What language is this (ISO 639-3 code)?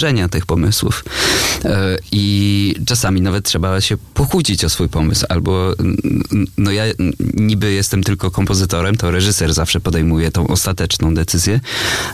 pol